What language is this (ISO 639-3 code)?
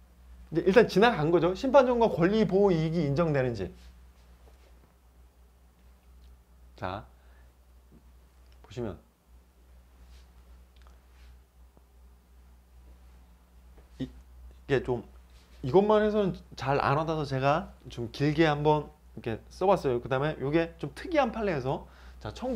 kor